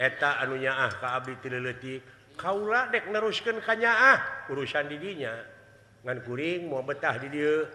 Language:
Sundanese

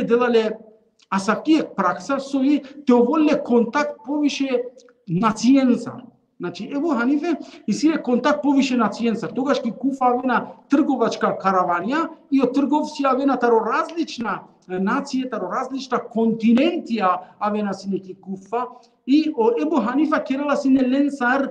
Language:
Balkan Romani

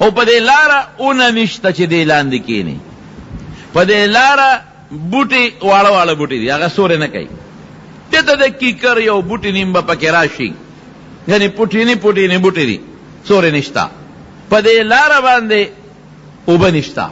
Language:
Pashto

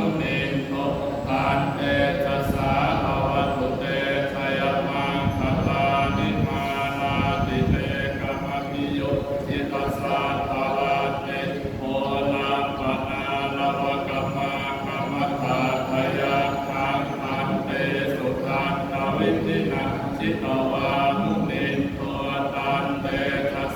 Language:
Pali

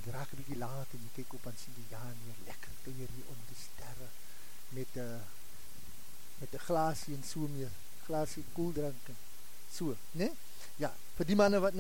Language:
Afrikaans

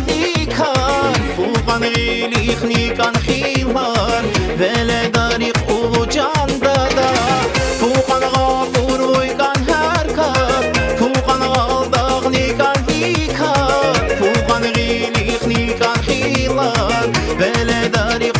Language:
Tabassaran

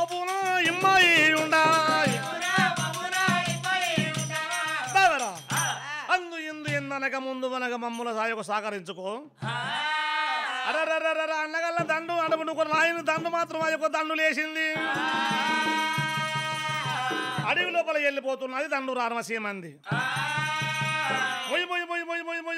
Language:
Telugu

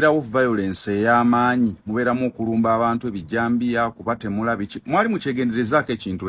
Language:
Ganda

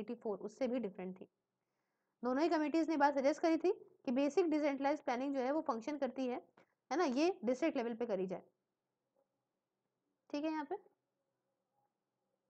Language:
Hindi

